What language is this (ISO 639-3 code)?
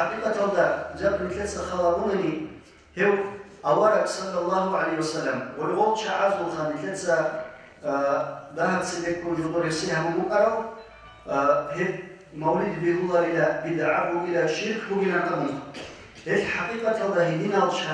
ava